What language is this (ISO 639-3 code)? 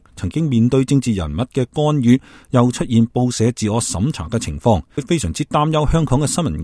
yue